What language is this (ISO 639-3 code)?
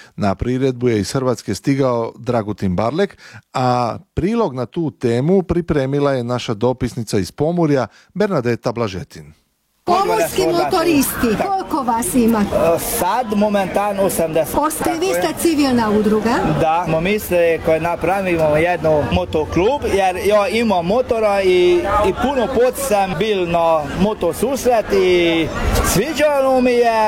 hrv